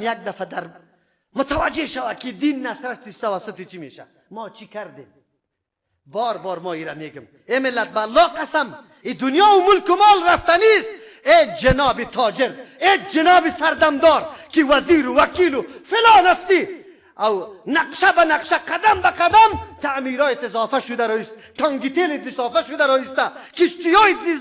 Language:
Persian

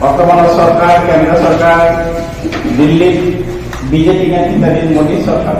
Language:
Assamese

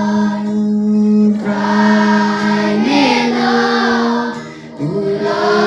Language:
Khasi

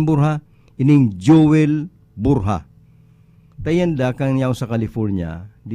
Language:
Bikol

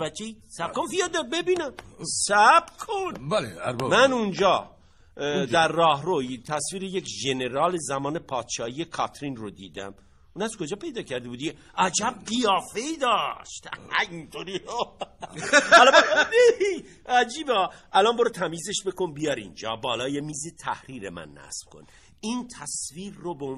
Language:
Persian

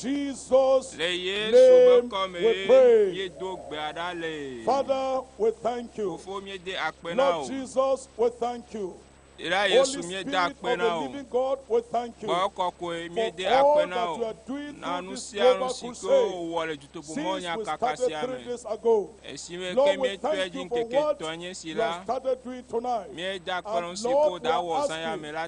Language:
Ewe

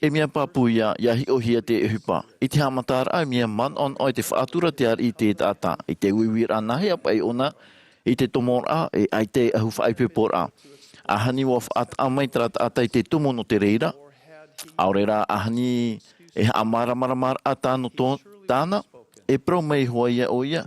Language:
Tahitian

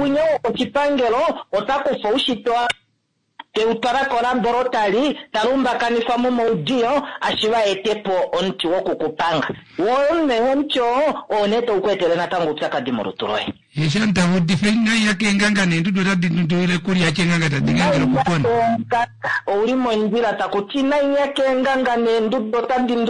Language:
Kuanyama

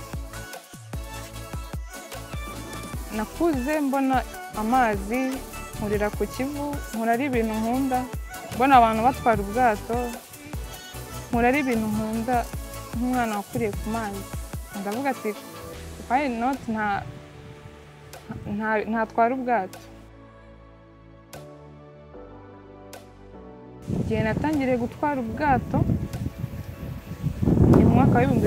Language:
Kinyarwanda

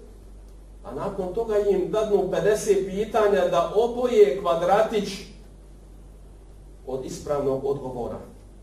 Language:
Bosnian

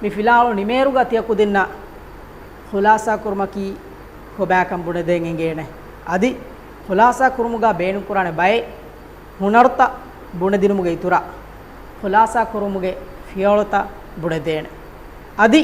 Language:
Divehi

